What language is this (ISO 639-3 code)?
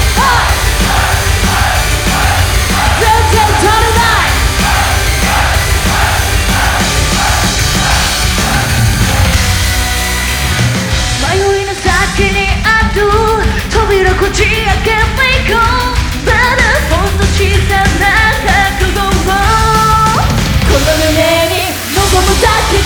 jpn